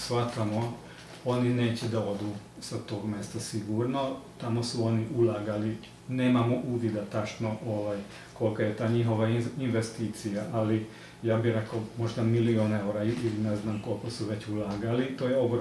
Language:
Serbian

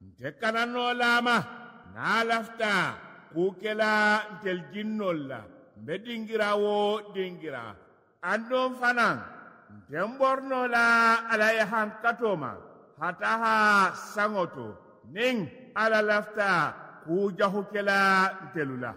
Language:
Mandingo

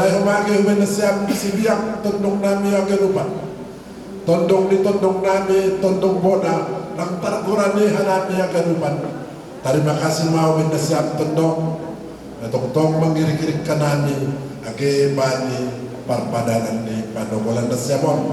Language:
Batak Simalungun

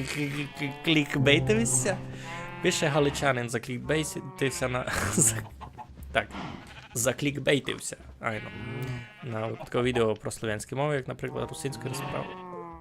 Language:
Rusyn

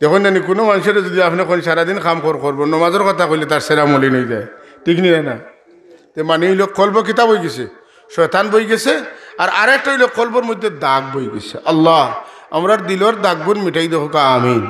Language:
Sylheti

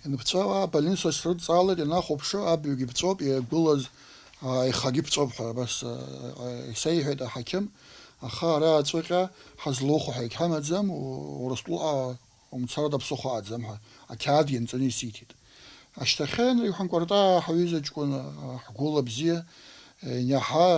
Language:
Abkhazian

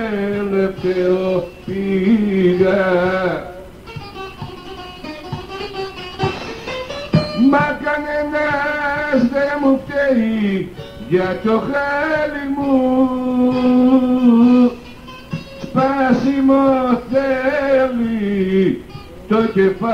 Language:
Greek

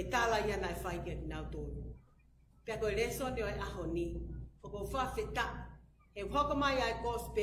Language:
Tongan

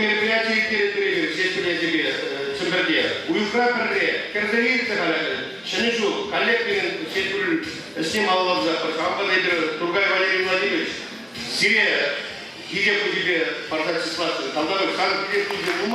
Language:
Chuvash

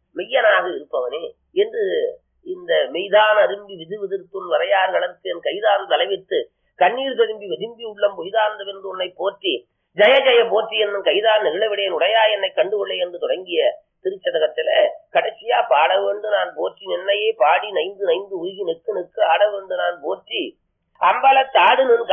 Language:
Tamil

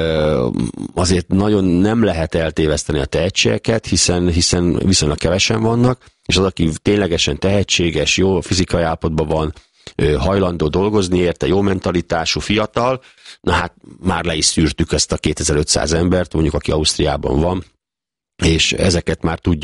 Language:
Hungarian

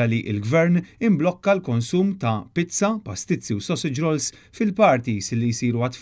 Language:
Maltese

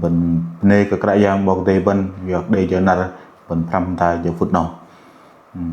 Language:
Bahnar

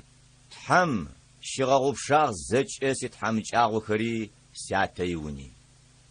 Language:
Adyghe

